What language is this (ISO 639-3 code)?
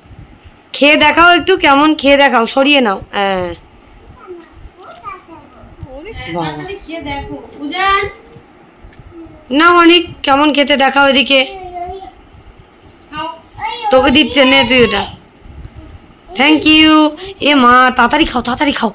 ben